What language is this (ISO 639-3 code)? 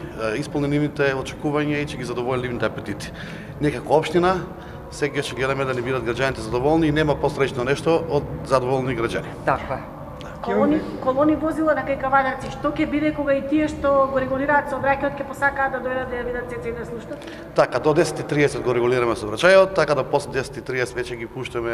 mkd